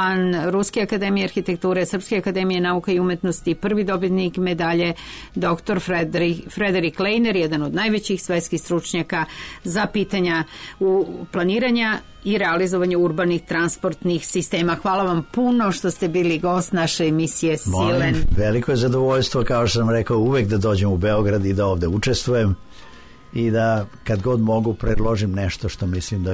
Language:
Serbian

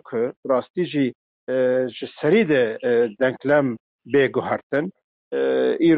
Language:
Kurdish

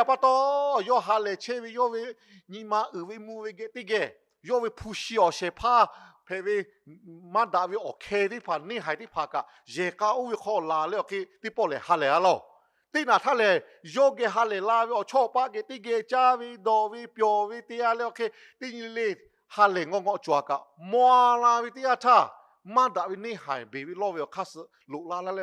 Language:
Lahu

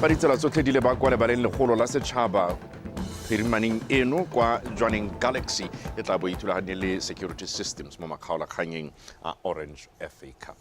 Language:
Tswana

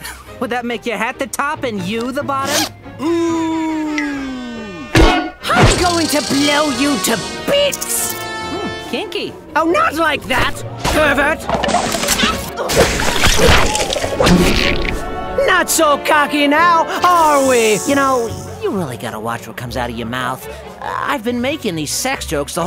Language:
English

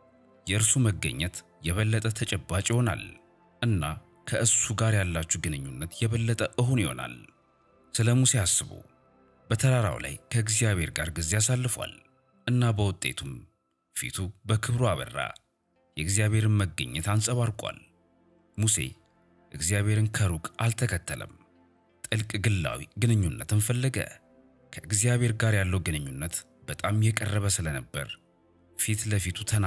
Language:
Amharic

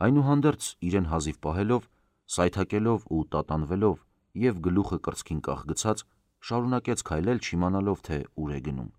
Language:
Armenian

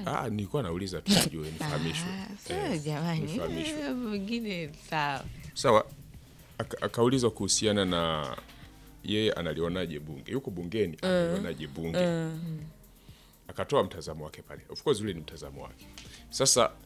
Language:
Swahili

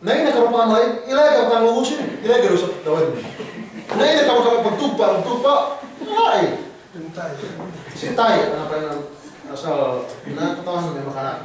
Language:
Yakan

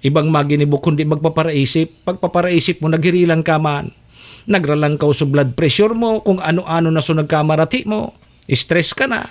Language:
Bikol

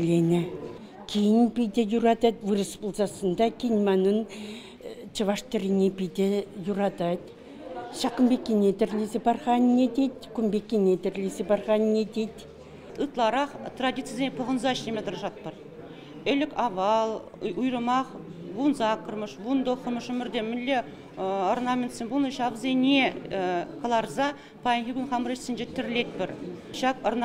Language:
Chuvash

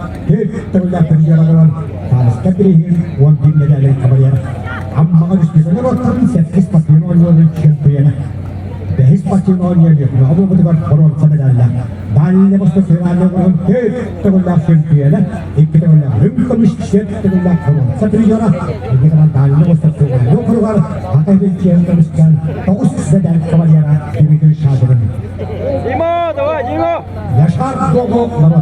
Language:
Yakut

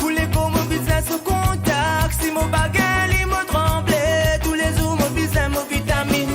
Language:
Morisyen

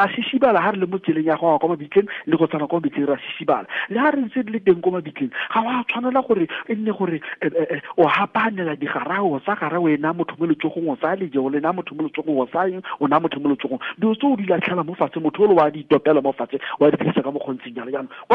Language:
Tswana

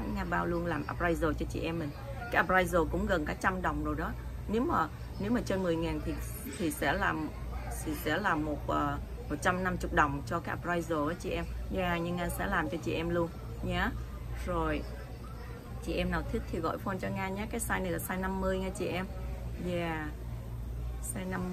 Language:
Vietnamese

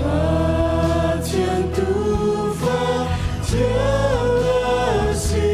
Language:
Hakha Chin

